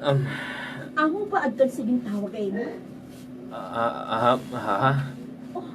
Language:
Waray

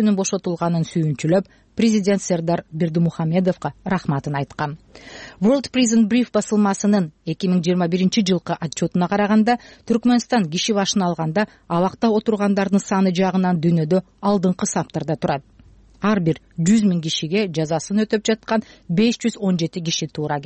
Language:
Kyrgyz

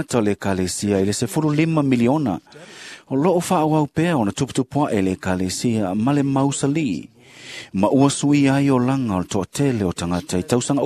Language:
Samoan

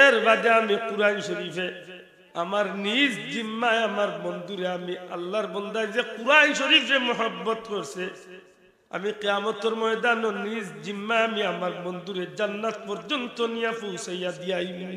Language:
Sylheti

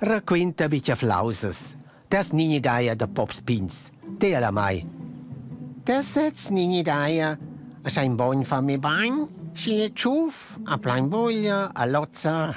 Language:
Romansh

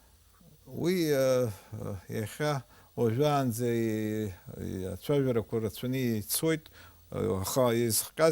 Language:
Abkhazian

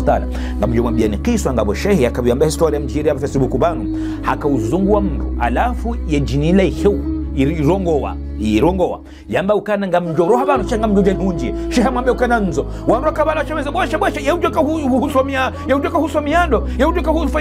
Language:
Ngazidja Comorian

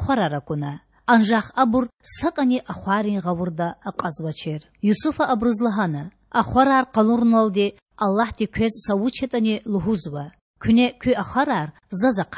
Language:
Lezghian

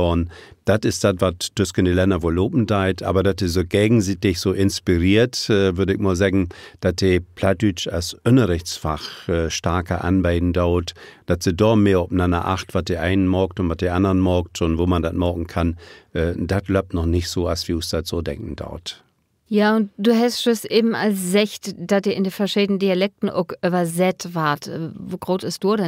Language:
Low German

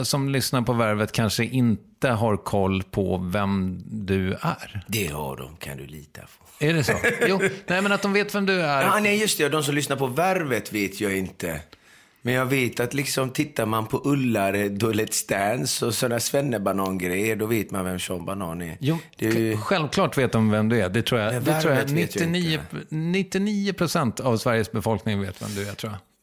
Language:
Swedish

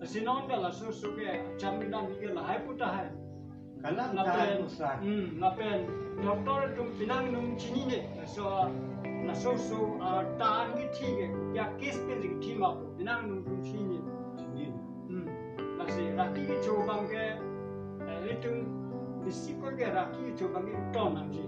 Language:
Karbi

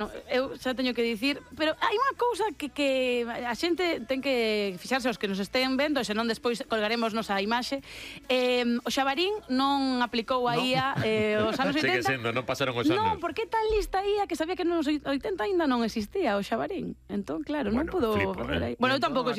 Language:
Galician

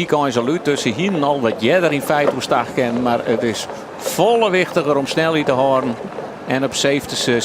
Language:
Western Frisian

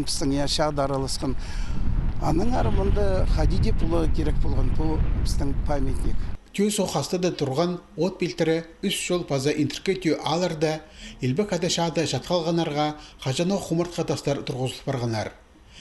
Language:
Khakas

